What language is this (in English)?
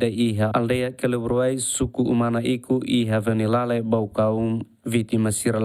Tetum